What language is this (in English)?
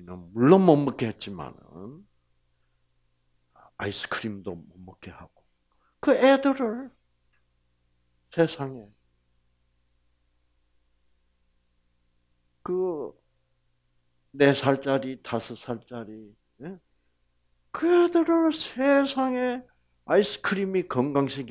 Korean